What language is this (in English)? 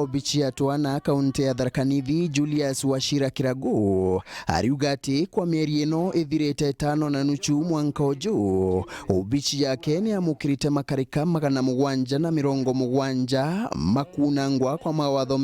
Meru